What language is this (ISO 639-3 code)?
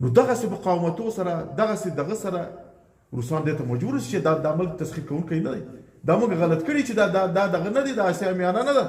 pus